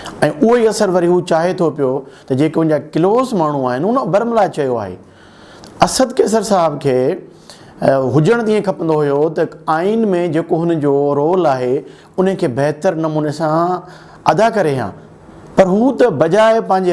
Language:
Sindhi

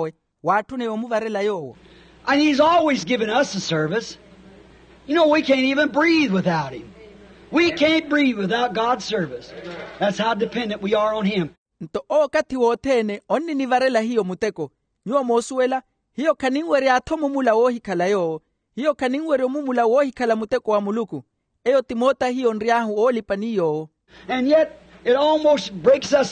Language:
Makhuwa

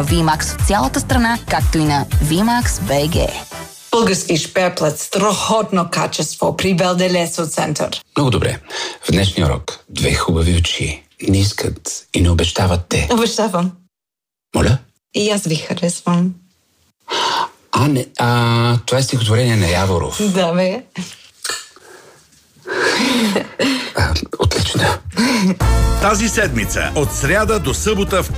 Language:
Bulgarian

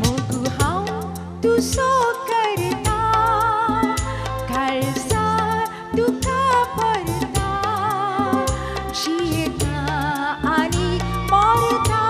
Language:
Konkani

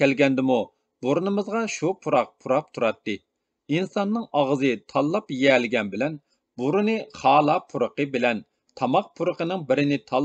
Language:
Uyghur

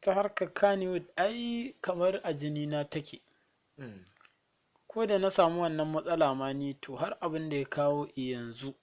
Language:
Hausa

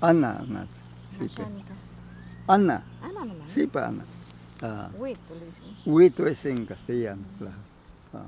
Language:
Ashéninka Perené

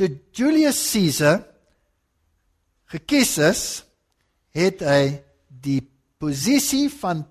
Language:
Afrikaans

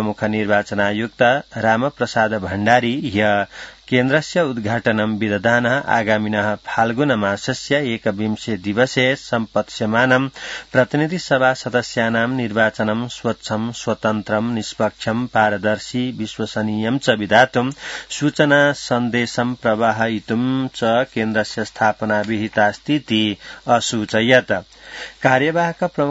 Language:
Sanskrit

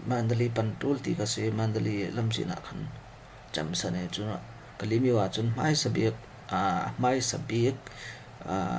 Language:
Falam Chin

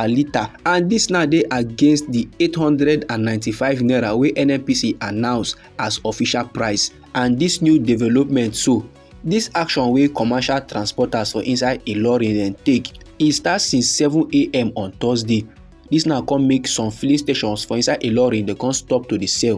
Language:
Nigerian Pidgin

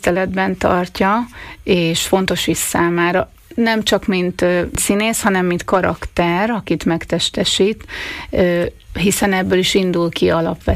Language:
Hungarian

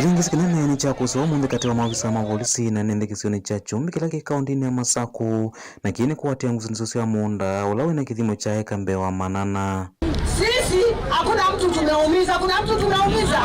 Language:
Kamba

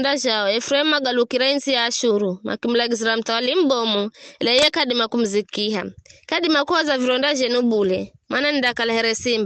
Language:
Giryama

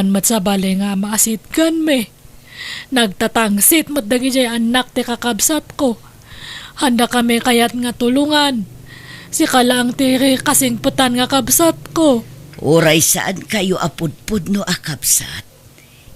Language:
Iloko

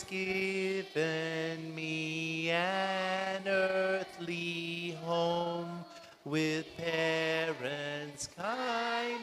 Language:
Gilbertese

